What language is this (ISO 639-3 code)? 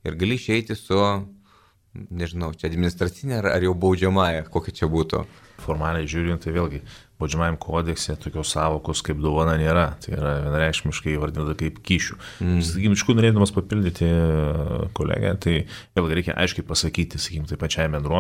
lit